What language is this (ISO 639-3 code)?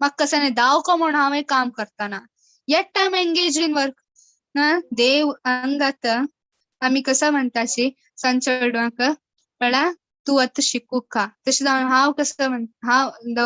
kok